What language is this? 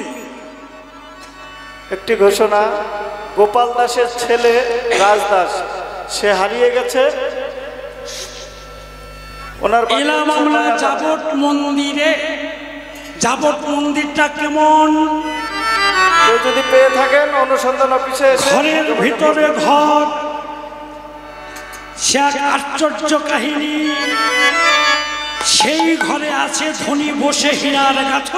Bangla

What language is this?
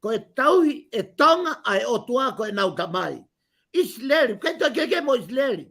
Tongan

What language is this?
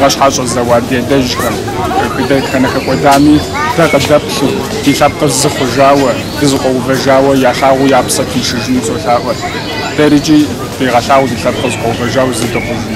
Kabardian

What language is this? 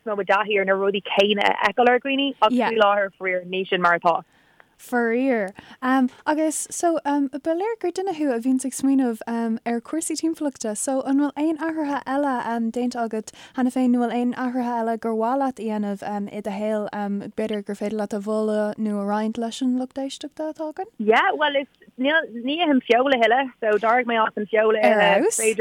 Irish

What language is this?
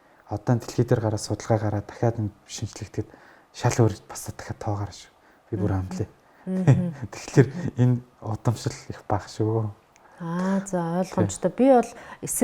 Mongolian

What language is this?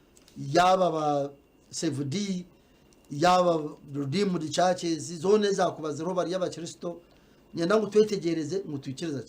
Nyankole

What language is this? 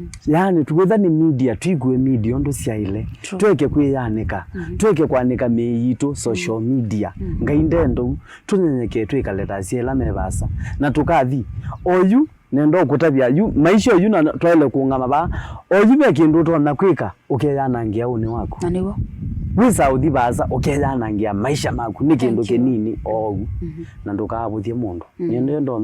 Kamba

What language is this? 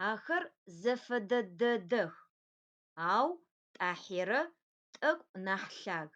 Adyghe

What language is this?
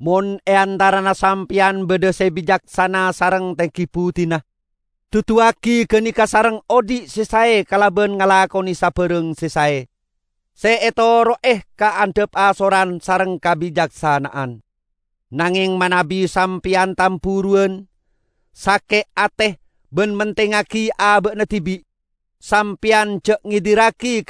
Madurese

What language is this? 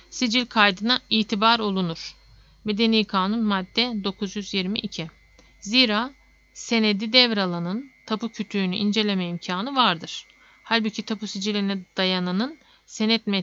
Turkish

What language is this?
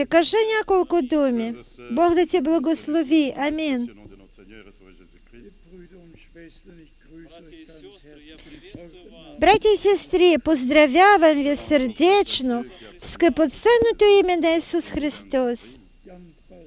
Bulgarian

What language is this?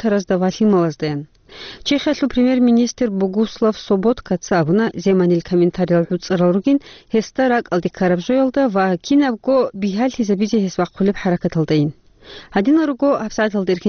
Avaric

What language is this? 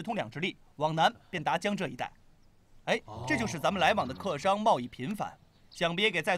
Chinese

